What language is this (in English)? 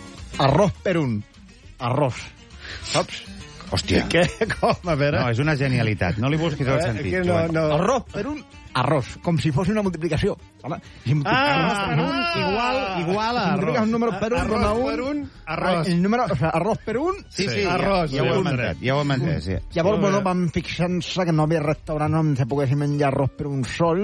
Catalan